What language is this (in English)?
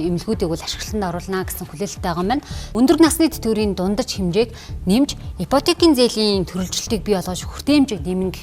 Mongolian